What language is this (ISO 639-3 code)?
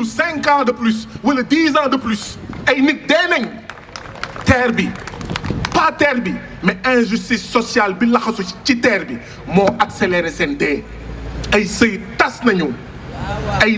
wol